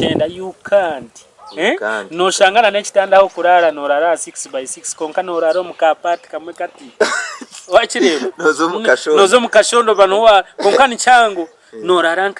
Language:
Nyankole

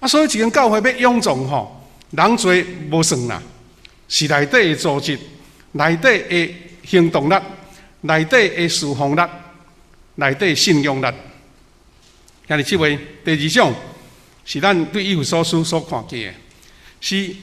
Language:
Min Nan Chinese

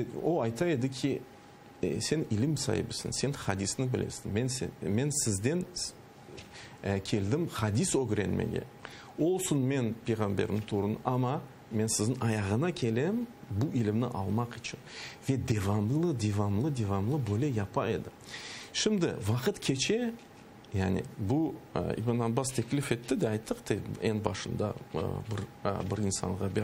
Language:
Crimean Tatar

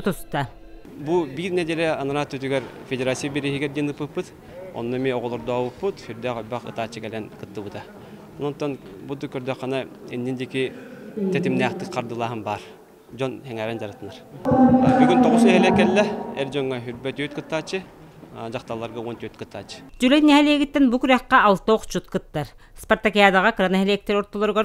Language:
Yakut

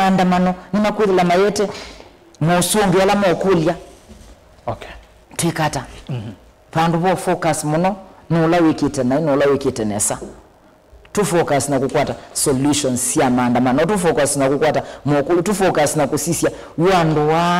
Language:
Kamba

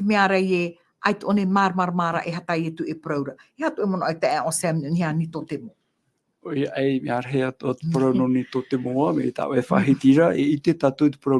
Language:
Tahitian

